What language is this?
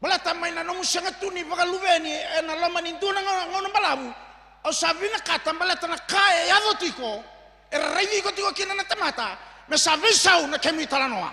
Fijian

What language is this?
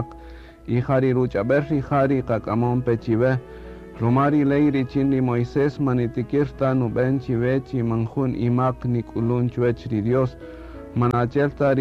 Kaqchikel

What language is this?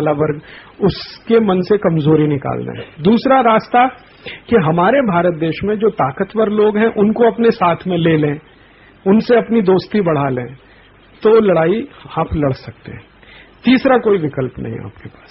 Hindi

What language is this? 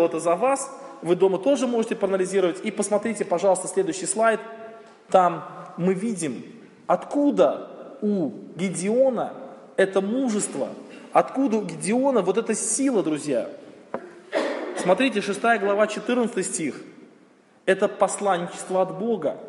Russian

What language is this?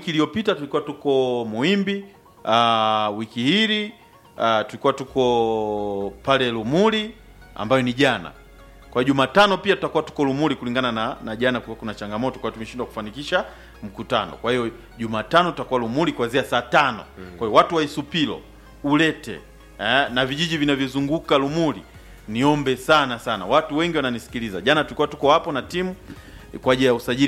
Swahili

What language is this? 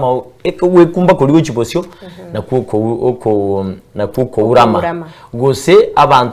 Gusii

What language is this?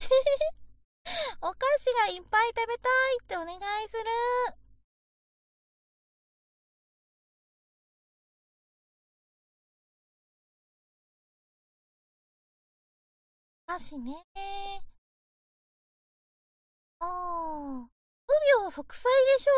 Japanese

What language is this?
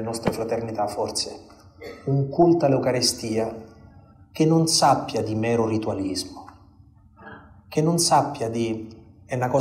Italian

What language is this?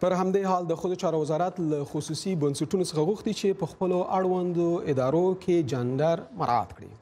Pashto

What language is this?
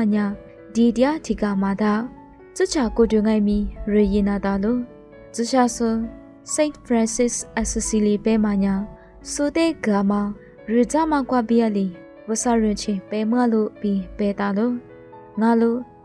Lisu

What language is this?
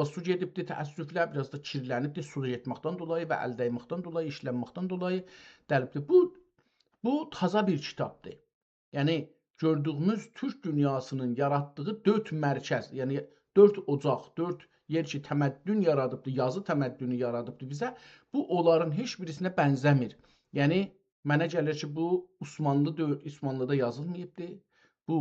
South Azerbaijani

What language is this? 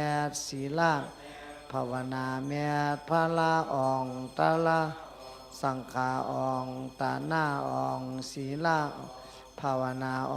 Shan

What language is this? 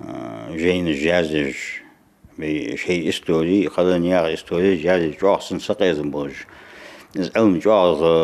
Ingush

